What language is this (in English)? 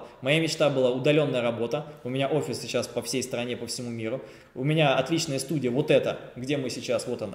Russian